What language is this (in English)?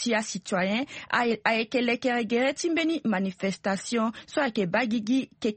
Sango